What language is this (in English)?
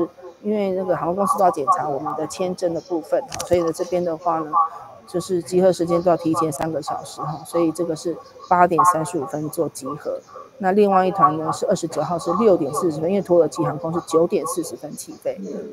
Chinese